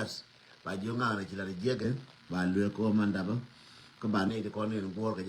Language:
Nuer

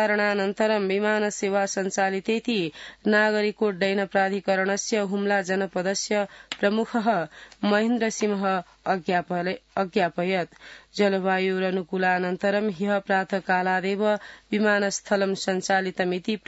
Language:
Sanskrit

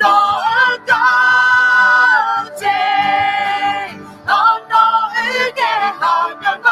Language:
Akha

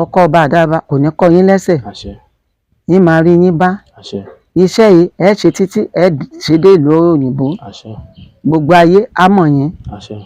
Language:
Yoruba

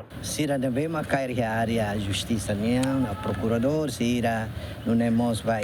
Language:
Tetum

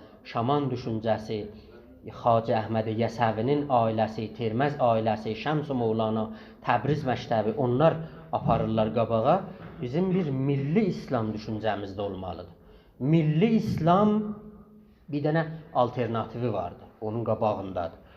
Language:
South Azerbaijani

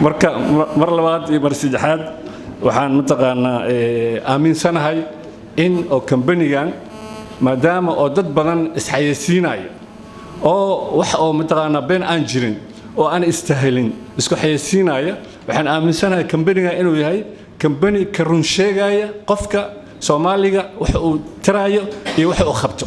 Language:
Somali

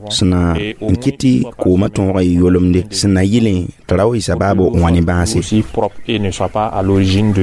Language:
Mossi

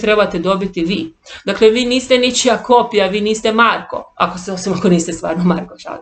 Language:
Croatian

